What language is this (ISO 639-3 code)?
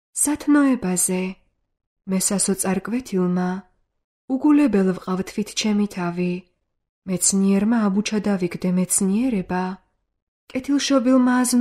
kat